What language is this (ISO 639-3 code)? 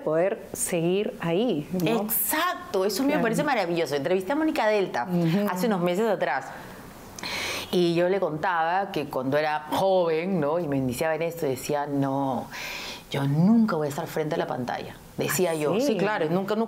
spa